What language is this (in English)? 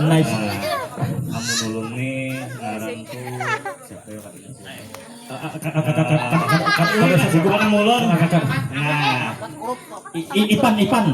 Banjar